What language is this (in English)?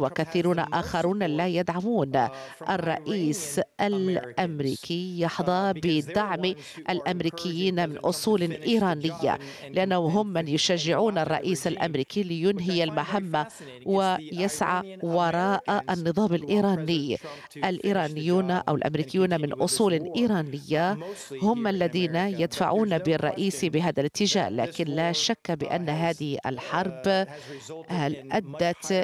Arabic